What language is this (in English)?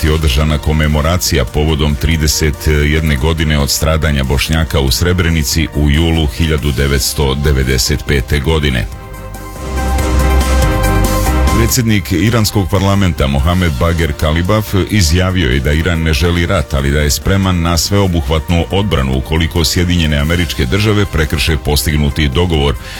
Serbian